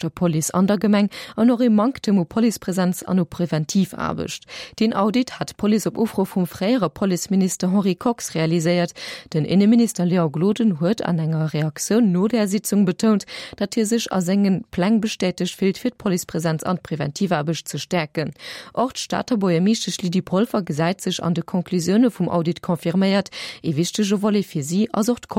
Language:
Luxembourgish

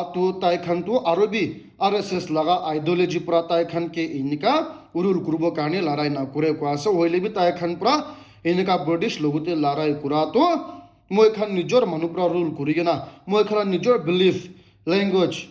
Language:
Naga Pidgin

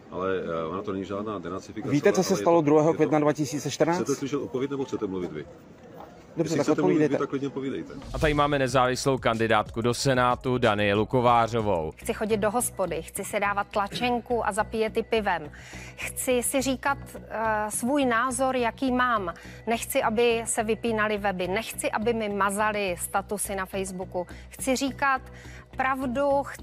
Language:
Czech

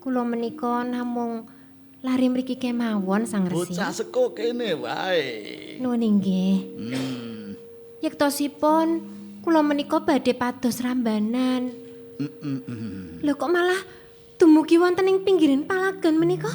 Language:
Javanese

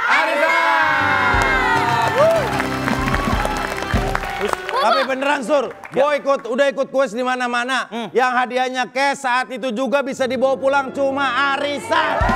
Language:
Indonesian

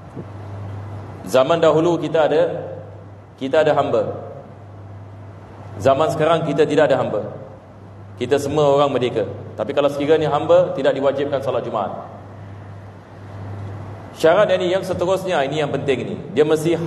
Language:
Malay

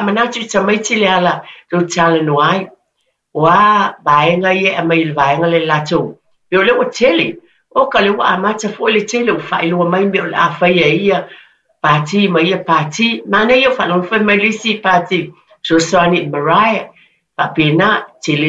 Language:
Samoan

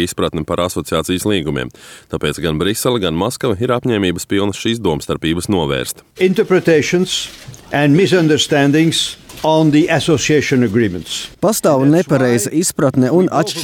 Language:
Latvian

